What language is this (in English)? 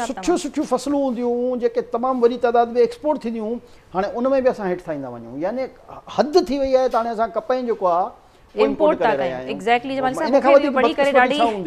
Sindhi